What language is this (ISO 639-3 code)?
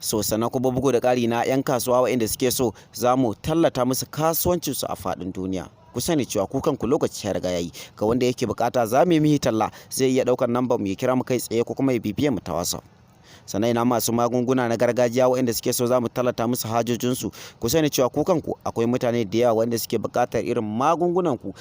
hau